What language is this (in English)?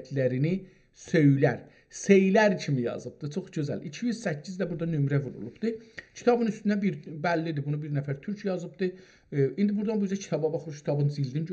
South Azerbaijani